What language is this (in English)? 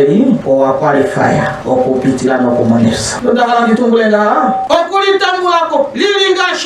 Ndonga